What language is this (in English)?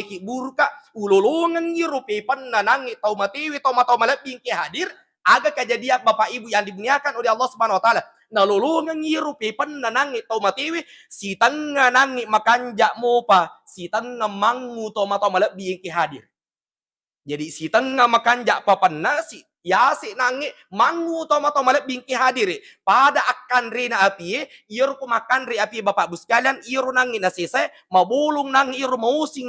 Buginese